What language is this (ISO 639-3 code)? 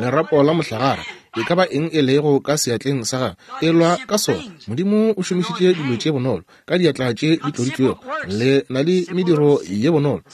nso